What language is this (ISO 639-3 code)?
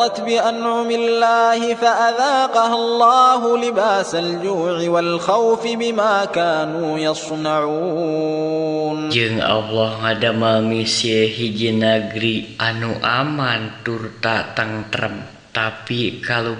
sun